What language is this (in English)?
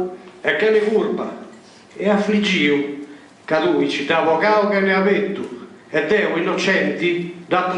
Sardinian